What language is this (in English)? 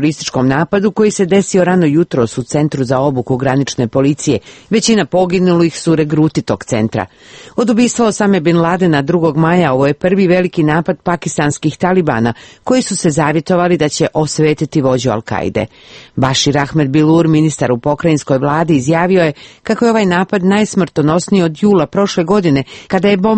Serbian